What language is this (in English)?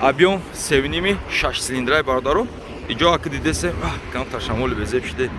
Tajik